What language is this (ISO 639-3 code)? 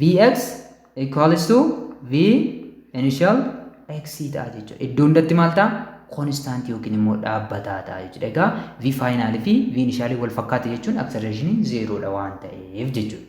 orm